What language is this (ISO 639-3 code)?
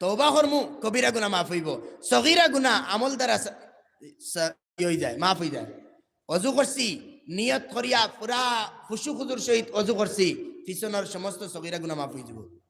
syl